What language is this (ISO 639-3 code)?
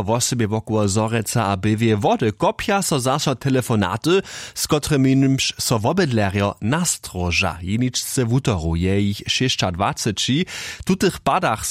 hsb